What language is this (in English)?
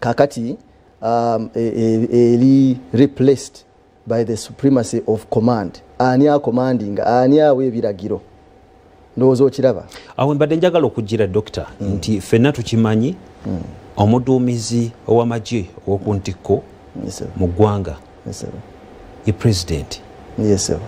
Ganda